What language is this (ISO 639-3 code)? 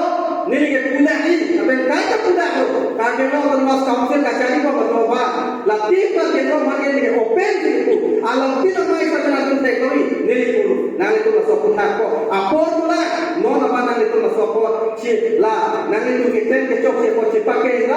mjw